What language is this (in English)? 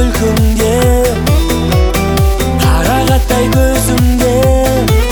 Kazakh